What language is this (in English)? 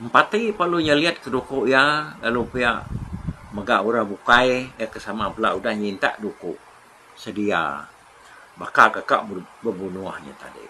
Iban